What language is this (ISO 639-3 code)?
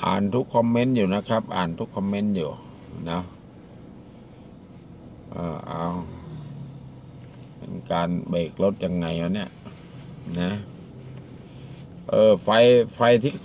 tha